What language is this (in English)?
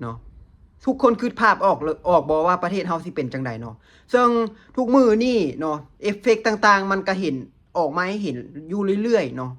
Lao